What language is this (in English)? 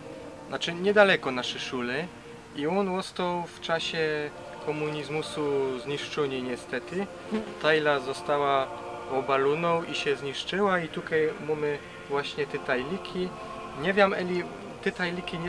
Silesian